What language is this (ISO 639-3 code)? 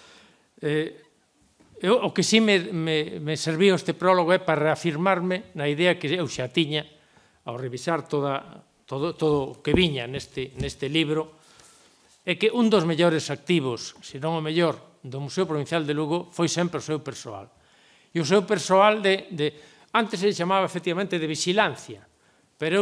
glg